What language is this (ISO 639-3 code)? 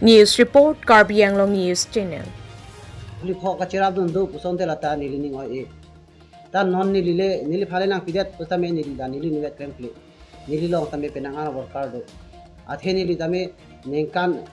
mjw